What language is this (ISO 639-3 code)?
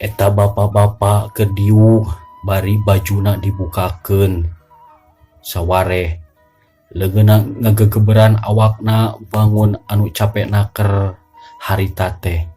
sun